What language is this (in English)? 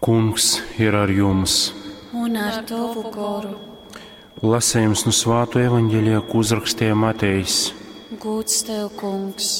Latgalian